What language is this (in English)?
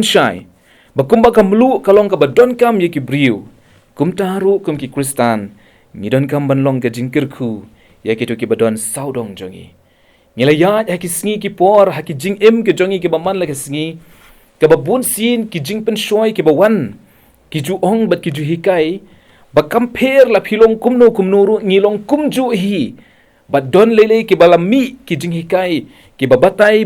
Khasi